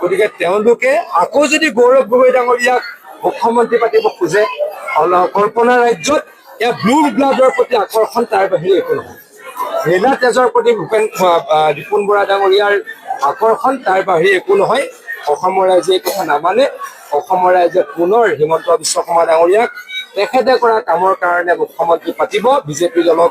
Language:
Assamese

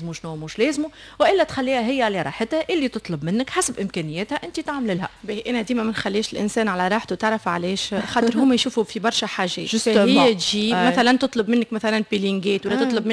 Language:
Tunisian Arabic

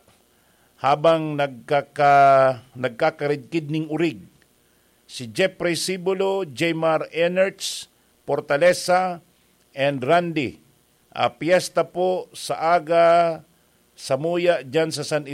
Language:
Bikol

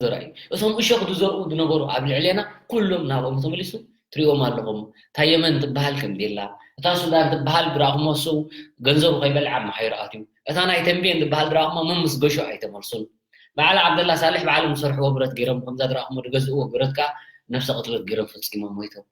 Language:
Tigrinya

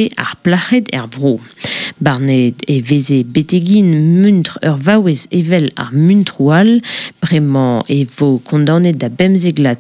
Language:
Breton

